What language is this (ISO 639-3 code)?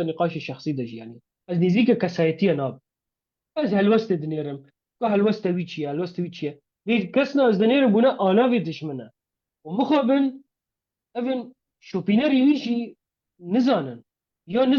kur